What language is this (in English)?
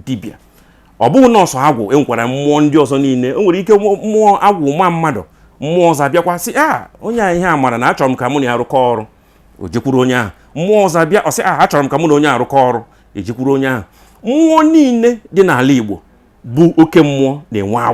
Igbo